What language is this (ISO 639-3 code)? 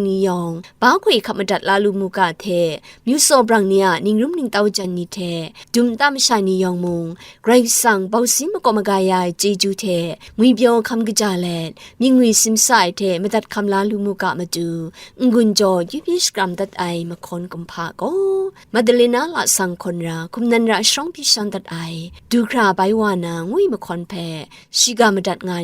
kac